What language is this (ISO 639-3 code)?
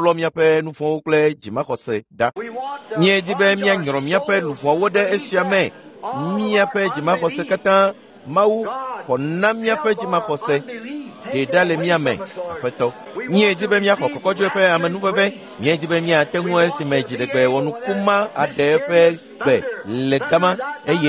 ewe